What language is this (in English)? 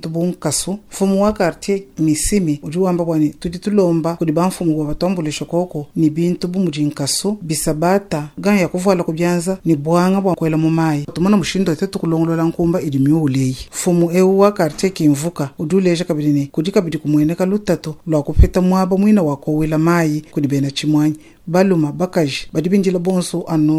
Luba-Lulua